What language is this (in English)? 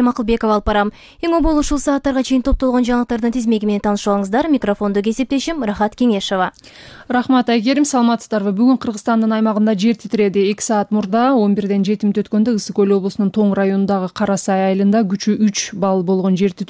Kyrgyz